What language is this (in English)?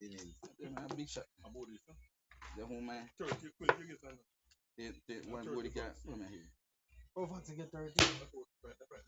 Jamaican Creole English